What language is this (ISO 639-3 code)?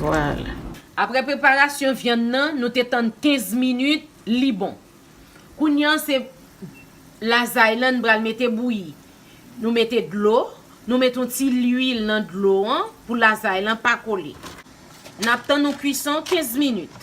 hat